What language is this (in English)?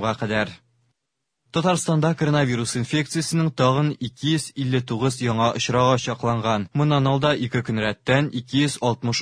Tatar